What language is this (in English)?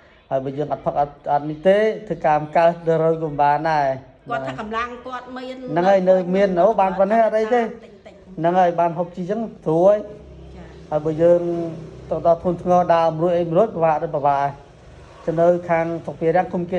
Khmer